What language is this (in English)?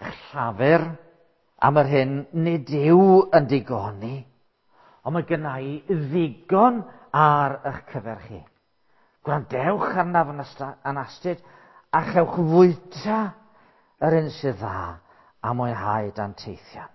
Welsh